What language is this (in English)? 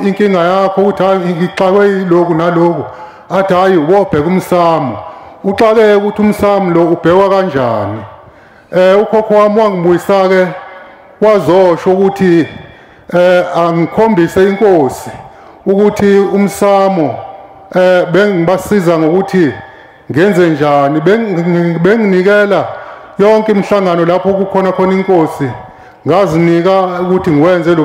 Zulu